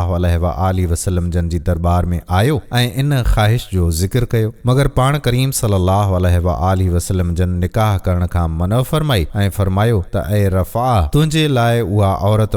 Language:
Sindhi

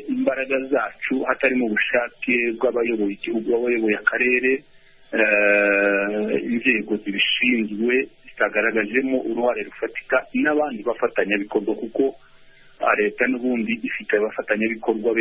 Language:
Kinyarwanda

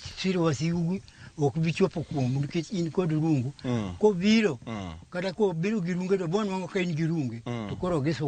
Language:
Luo (Kenya and Tanzania)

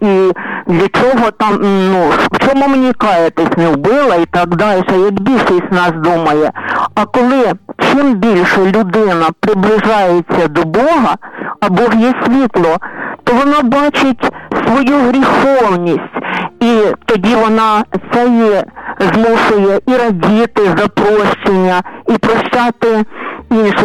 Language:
Ukrainian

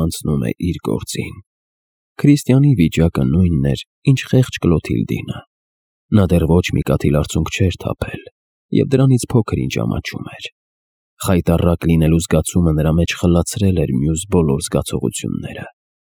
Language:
Armenian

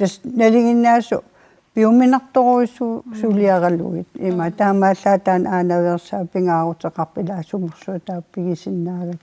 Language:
Kalaallisut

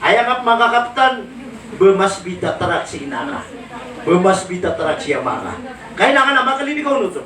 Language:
Maranao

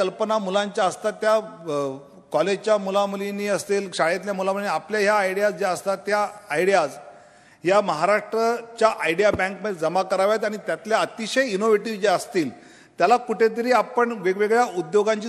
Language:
Marathi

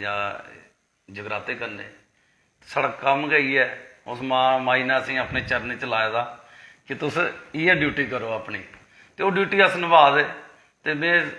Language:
Dogri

